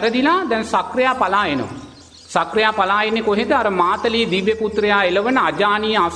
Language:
Sinhala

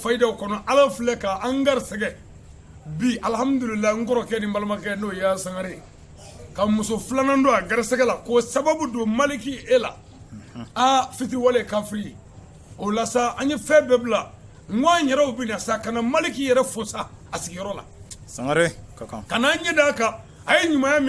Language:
Bambara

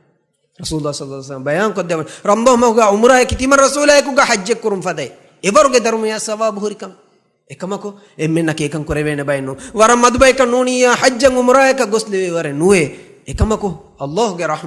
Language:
Divehi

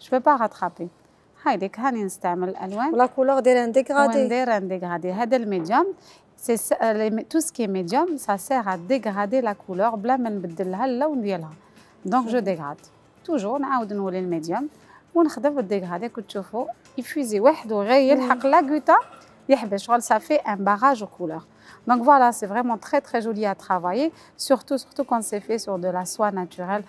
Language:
Algerian Arabic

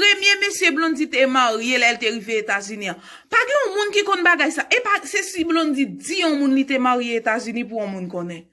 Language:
Haitian Creole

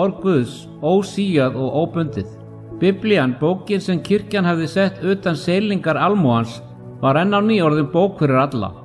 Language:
Icelandic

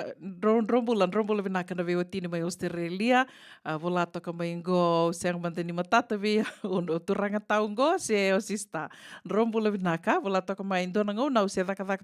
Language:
Fijian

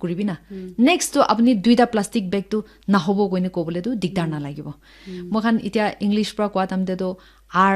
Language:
Naga Pidgin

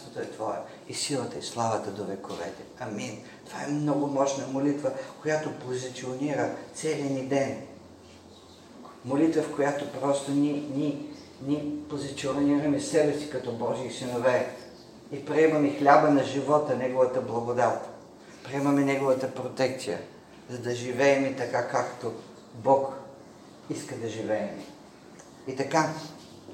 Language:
Bulgarian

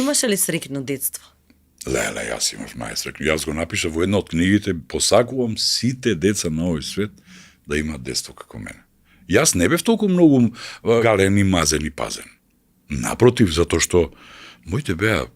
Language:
Macedonian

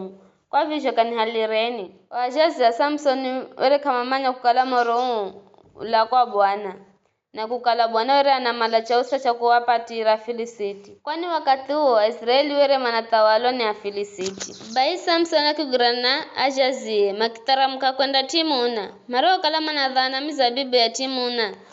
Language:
Giryama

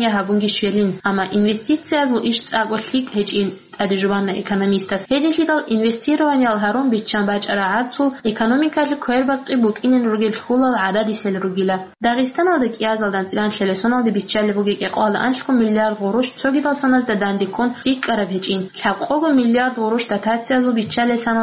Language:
Avaric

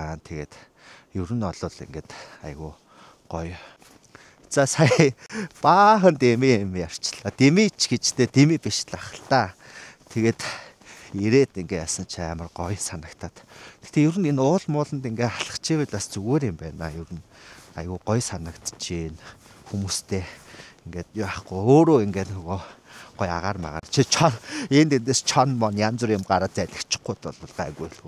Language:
Mongolian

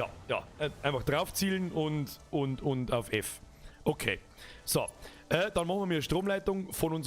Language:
Bavarian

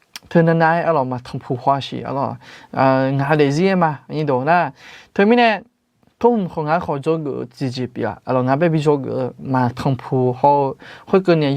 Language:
Akha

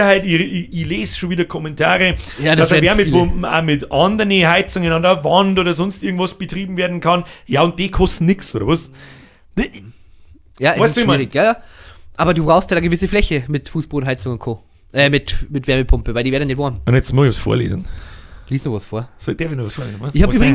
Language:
Bavarian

